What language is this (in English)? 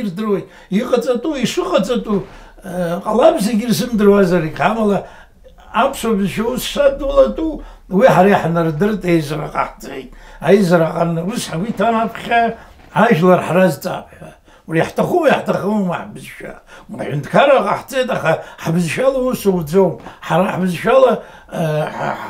Abkhazian